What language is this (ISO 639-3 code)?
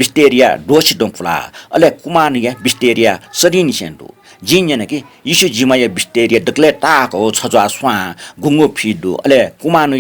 new